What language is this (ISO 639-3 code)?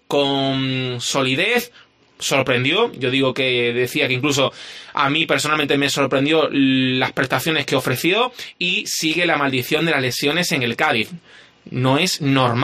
spa